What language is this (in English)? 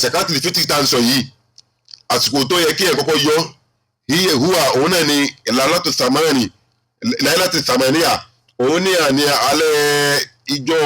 Yoruba